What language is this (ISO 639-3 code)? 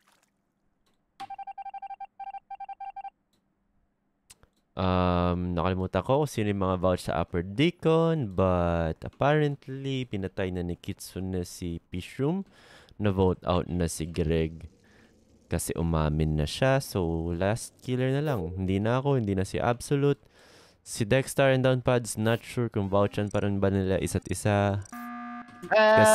fil